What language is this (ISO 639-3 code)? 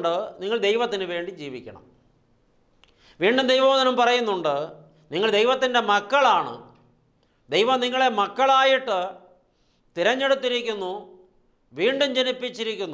mal